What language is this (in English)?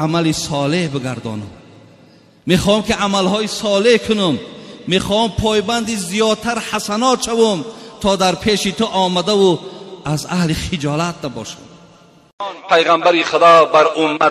Tajik